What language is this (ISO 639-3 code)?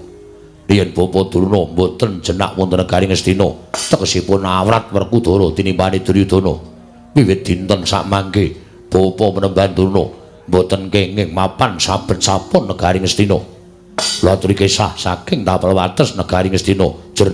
jav